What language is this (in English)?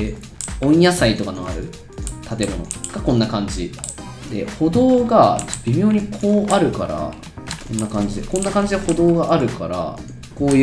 Japanese